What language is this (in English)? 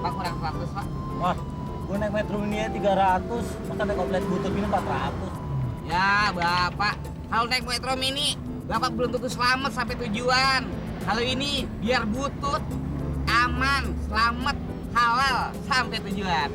Betawi